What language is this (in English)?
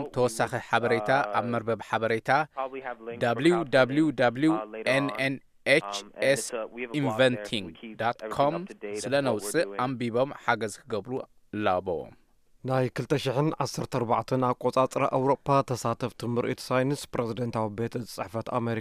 Tigrinya